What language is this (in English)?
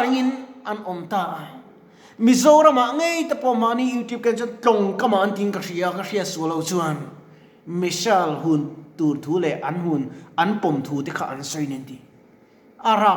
Mizo